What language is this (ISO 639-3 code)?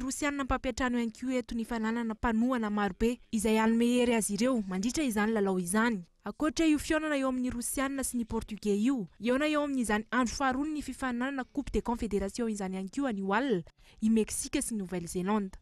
mlg